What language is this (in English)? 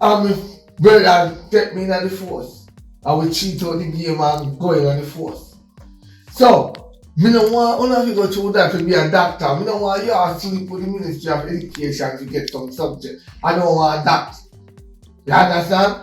Jamaican Creole English